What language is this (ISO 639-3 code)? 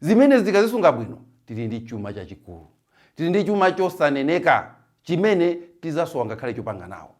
nya